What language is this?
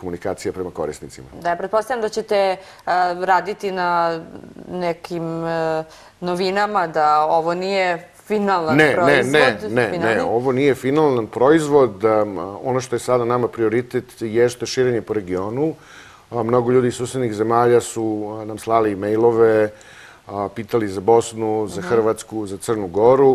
Serbian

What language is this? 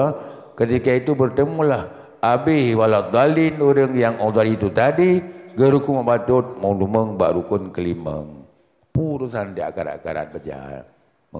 Achinese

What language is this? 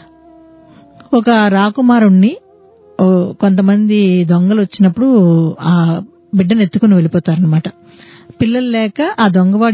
Telugu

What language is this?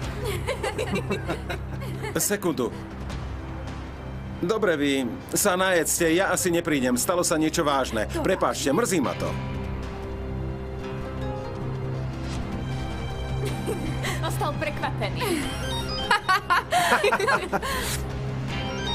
Slovak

